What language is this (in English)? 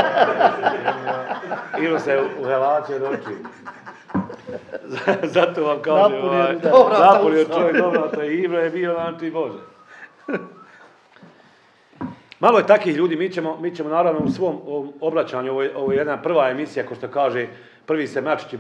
Bosnian